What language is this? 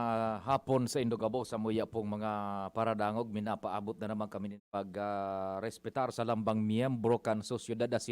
Bikol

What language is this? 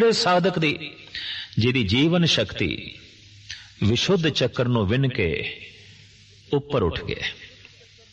Punjabi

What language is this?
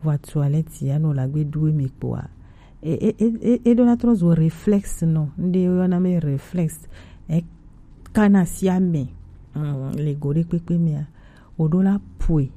Gen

